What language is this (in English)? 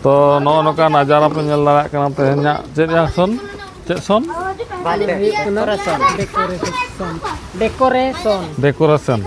Santali